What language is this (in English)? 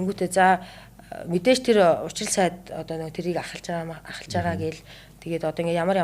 Mongolian